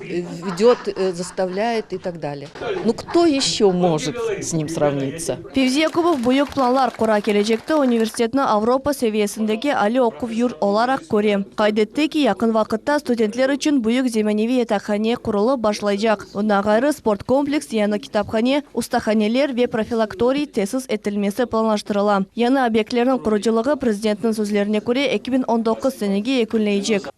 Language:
Crimean Tatar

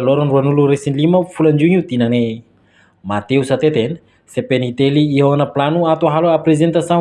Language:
Tetum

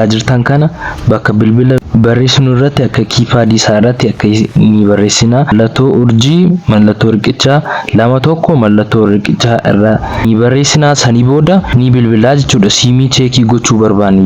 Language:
Oromo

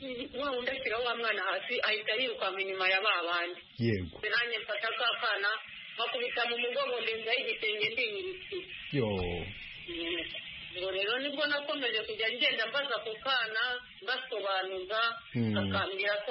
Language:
Kinyarwanda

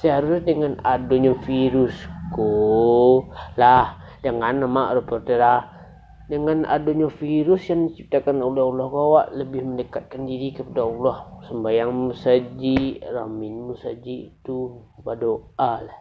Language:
Minangkabau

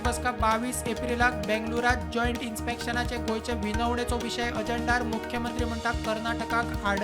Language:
Konkani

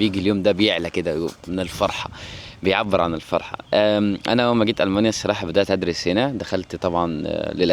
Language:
Egyptian Arabic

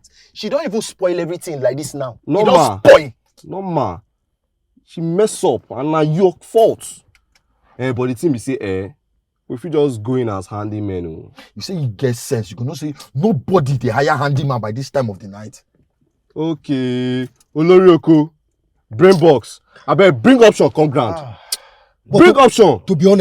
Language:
Nigerian Pidgin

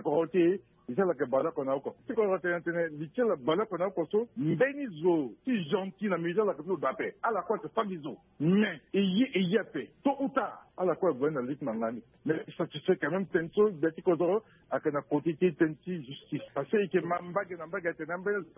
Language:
Sango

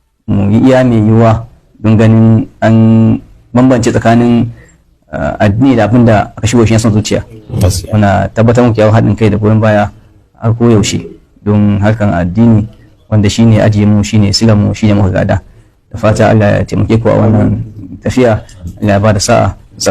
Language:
Hausa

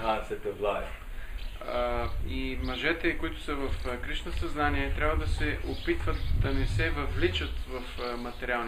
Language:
Bulgarian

